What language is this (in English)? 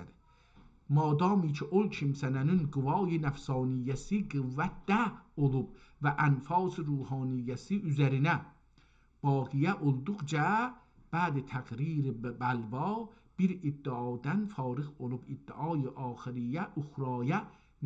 South Azerbaijani